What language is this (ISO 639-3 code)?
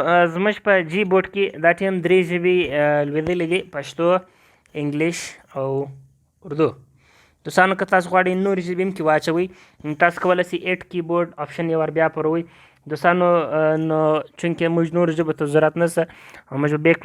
pus